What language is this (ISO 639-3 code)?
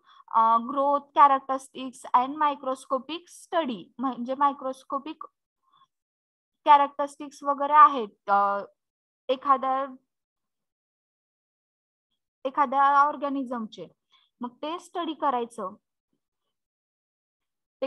mar